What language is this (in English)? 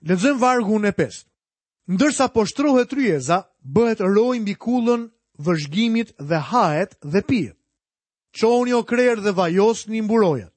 Albanian